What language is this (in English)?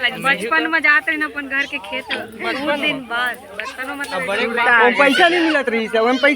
Chhattisgarhi